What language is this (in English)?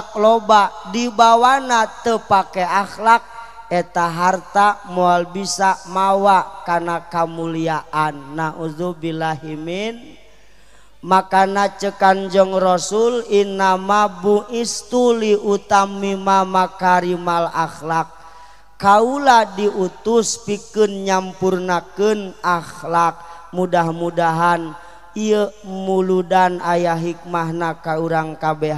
Sundanese